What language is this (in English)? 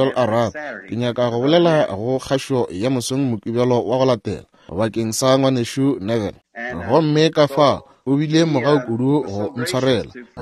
Northern Sotho